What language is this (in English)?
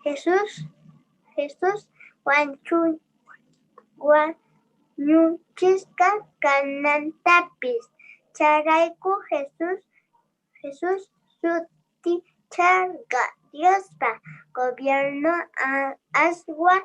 Quechua